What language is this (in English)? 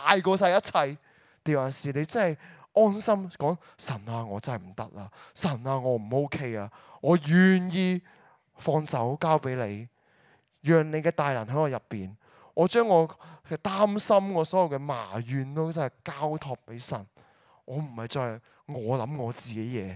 Cantonese